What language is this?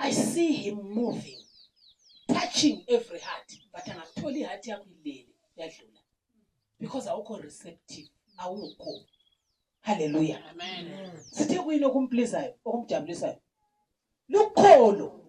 North Ndebele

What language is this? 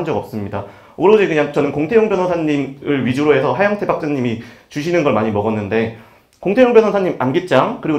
Korean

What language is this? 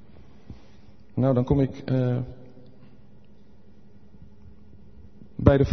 Dutch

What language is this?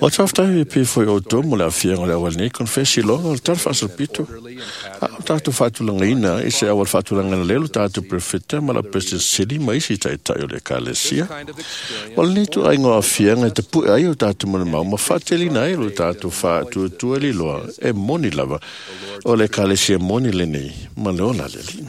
Samoan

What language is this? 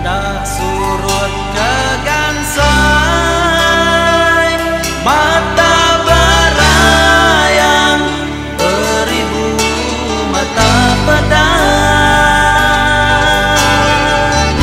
Iban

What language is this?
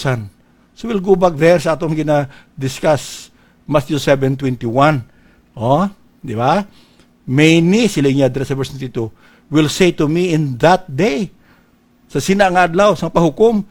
Hiligaynon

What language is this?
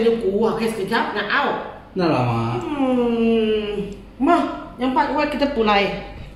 Iban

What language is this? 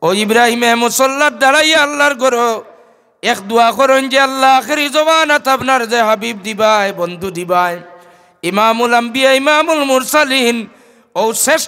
Sylheti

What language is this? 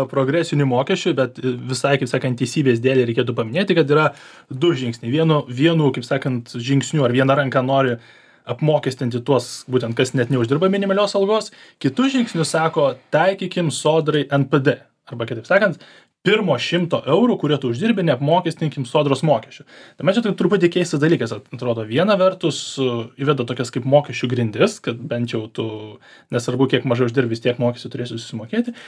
Lithuanian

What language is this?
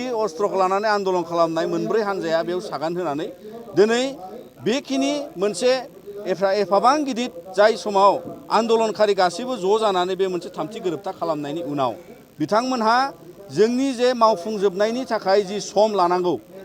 Bodo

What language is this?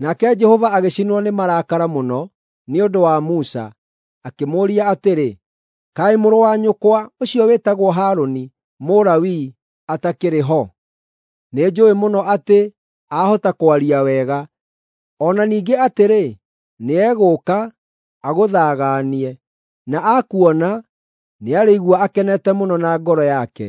Kikuyu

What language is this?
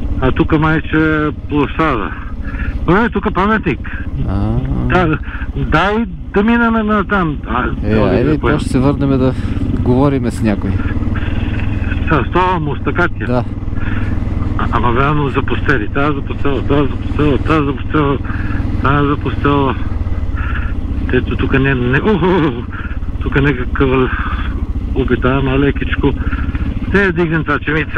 Bulgarian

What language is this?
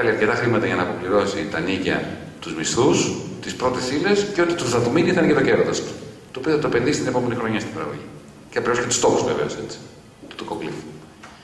Greek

